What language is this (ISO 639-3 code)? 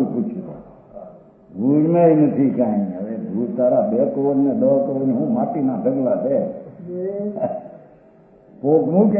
guj